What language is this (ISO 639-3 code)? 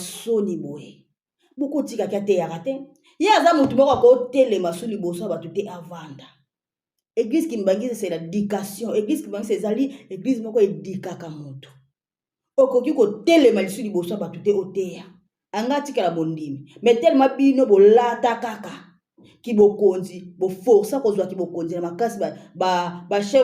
lin